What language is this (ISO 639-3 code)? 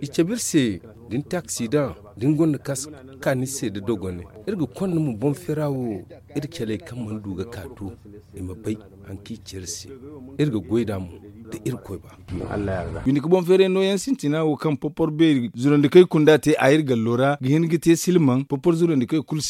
dje